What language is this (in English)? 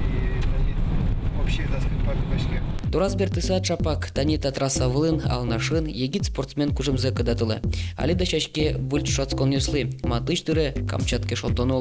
Udmurt